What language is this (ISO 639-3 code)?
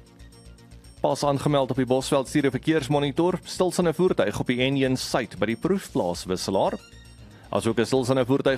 afr